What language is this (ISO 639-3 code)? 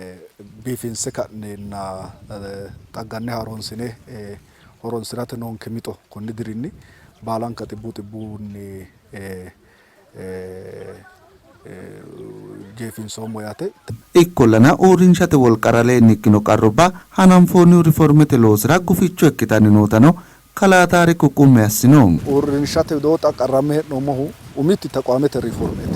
sid